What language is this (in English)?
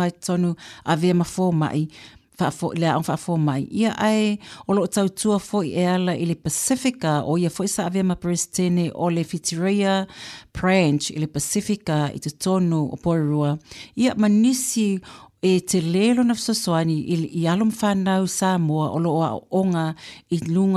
Samoan